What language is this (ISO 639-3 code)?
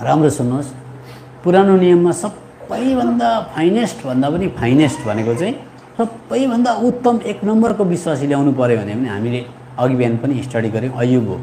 nep